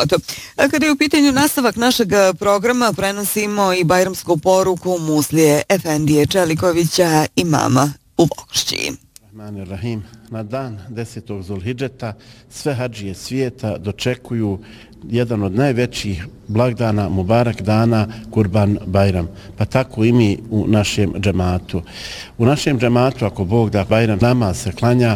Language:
Bosnian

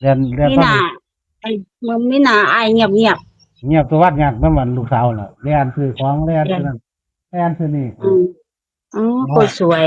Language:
Northeastern Thai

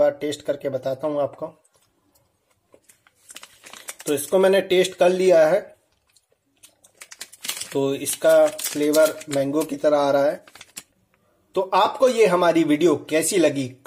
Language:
Hindi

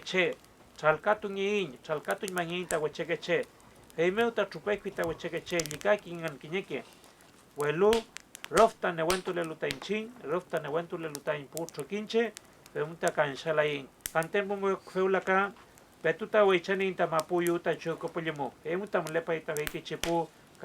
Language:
Mapuche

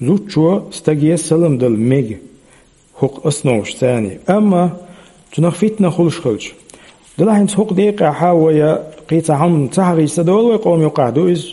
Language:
Chechen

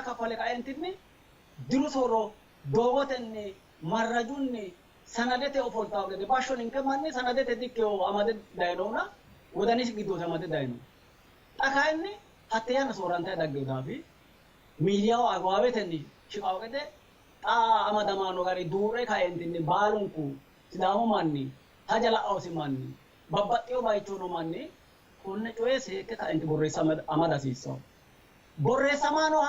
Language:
Sidamo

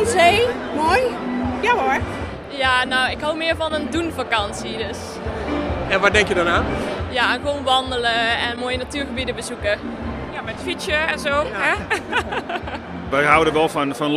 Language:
Dutch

